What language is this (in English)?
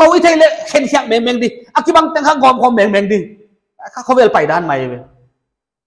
Paite Chin